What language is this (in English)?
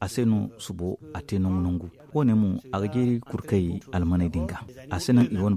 Zarma